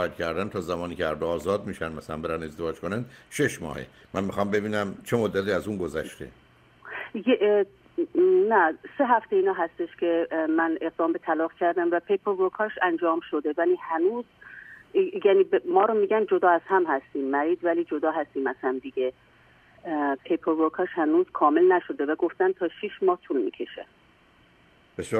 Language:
Persian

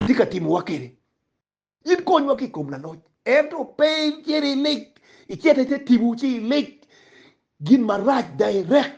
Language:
Acoli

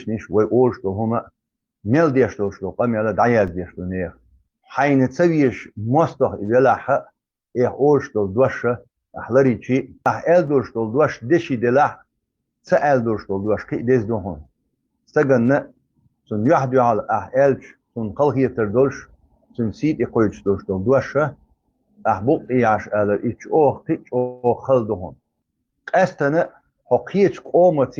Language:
Chechen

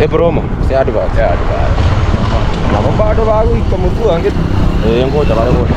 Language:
Gusii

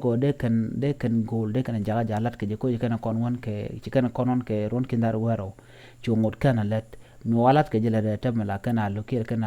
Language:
Nuer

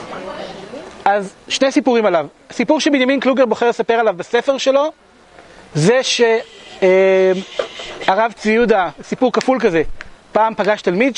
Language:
Hebrew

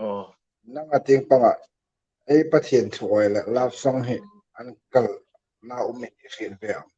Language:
Hmar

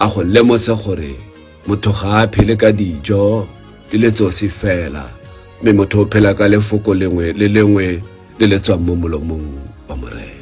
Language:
Tswana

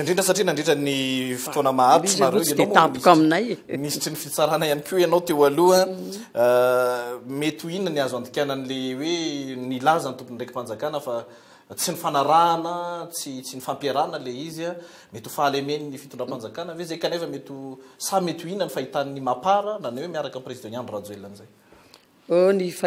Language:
Malagasy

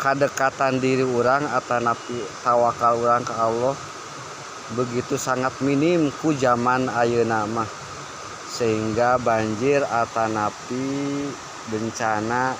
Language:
Sundanese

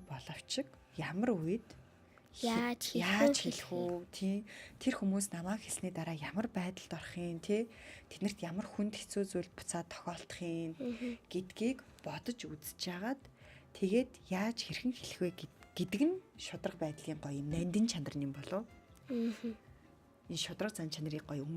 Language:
Mongolian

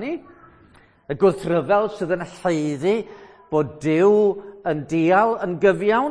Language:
Welsh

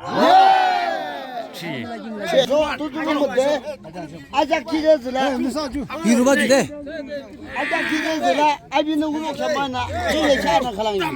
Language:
Yimchungru Naga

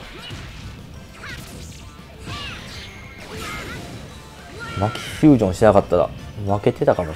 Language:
Japanese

